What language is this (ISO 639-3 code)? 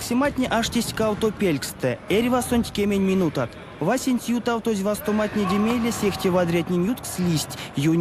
myv